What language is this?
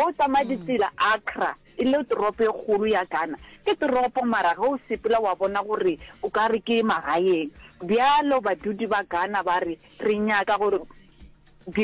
Northern Sotho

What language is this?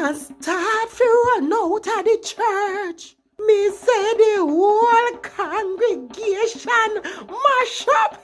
Jamaican Creole English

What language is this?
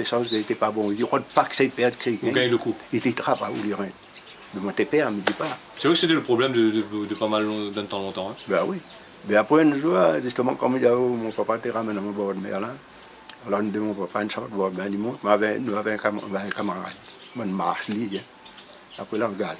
Réunion Creole French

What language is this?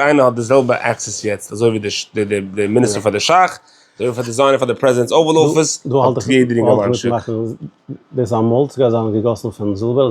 Yiddish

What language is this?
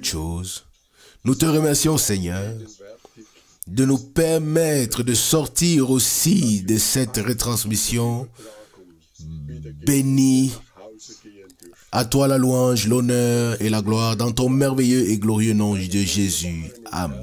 French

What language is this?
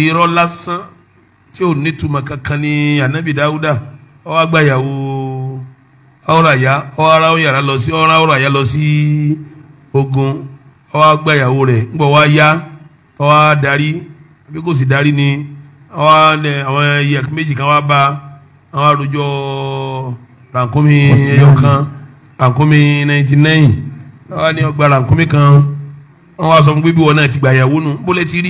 Yoruba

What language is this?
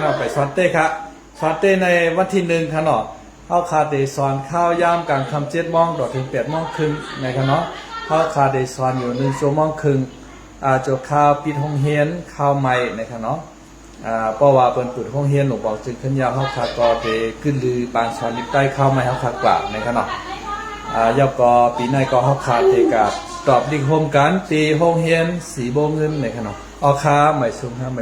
Shan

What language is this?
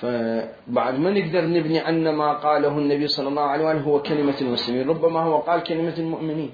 Mesopotamian Arabic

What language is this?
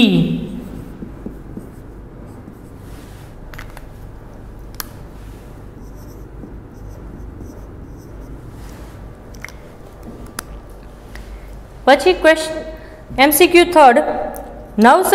Gujarati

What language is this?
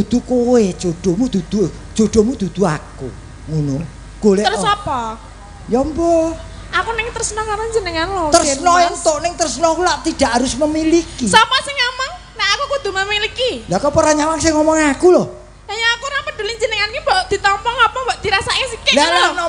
Javanese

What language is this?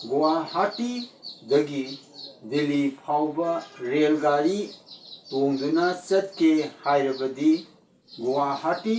Manipuri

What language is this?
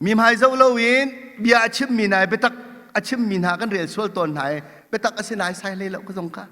Hakha Chin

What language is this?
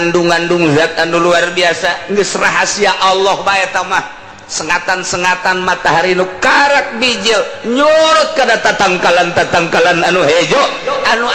Sundanese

